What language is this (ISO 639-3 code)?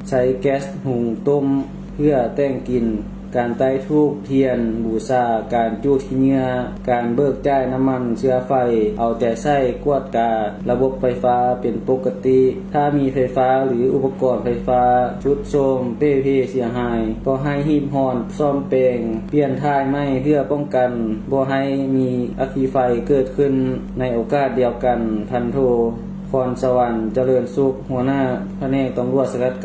lao